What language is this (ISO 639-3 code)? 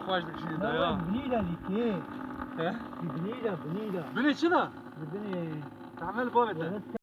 kur